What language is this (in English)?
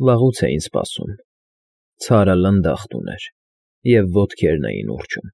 Armenian